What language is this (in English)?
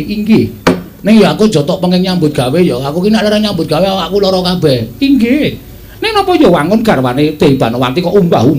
Javanese